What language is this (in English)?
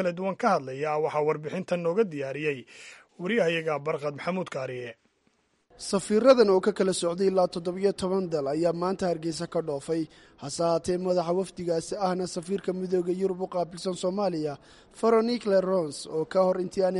Somali